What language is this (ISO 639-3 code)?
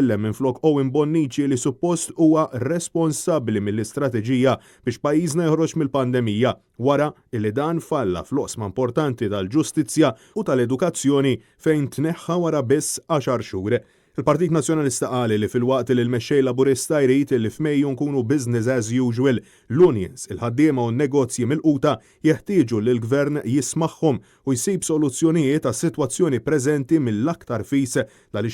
mlt